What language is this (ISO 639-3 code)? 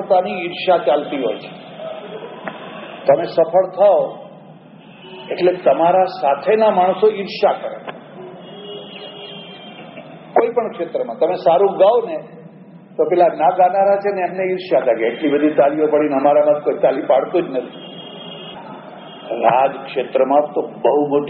guj